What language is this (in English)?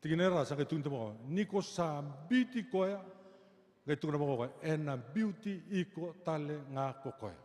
Fijian